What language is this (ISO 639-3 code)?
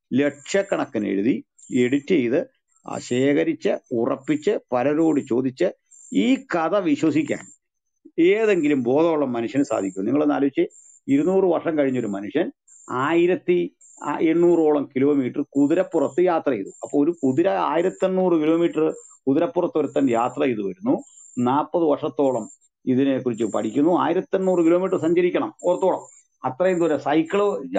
mal